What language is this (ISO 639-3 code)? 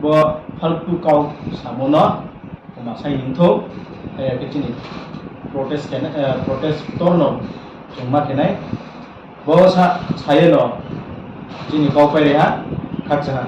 ria